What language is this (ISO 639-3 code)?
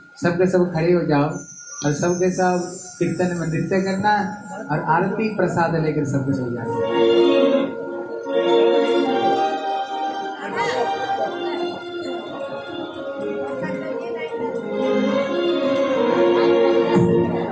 hin